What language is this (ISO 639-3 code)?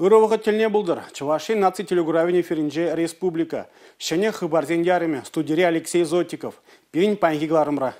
chv